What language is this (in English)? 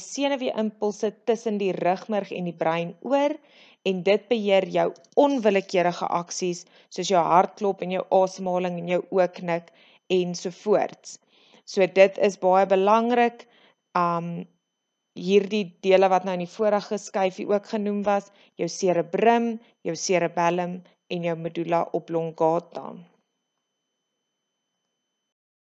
Afrikaans